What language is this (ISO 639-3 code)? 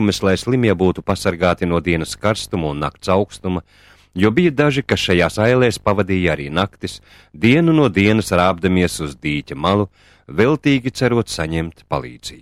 lav